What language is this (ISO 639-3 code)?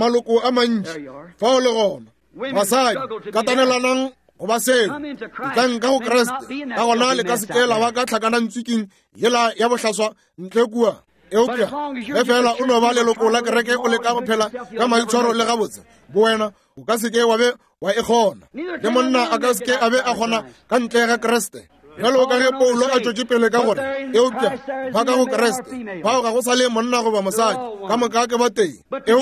nso